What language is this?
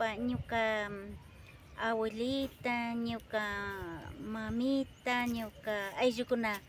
Imbabura Highland Quichua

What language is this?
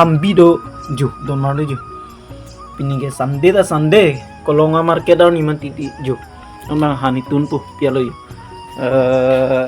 Karbi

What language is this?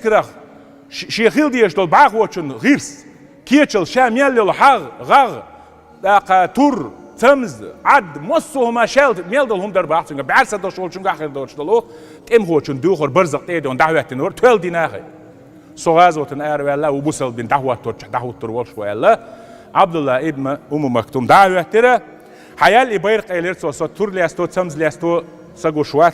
Chechen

